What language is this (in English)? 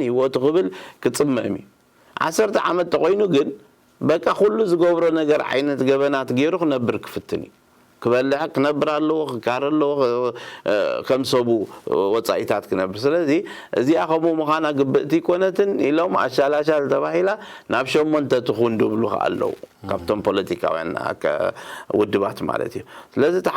Tigrinya